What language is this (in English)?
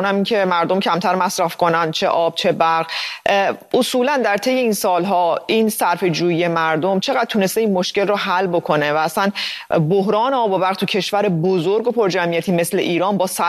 Persian